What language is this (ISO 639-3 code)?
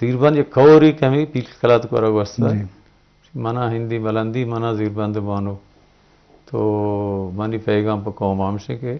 bgp